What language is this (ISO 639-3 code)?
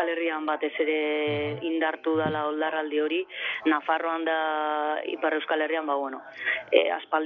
eus